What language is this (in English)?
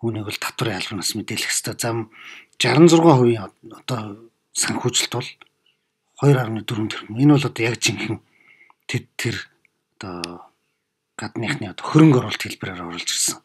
Mongolian